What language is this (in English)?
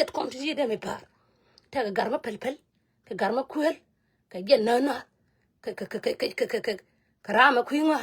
Nuer